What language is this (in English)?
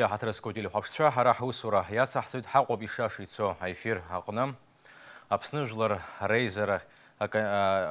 Abkhazian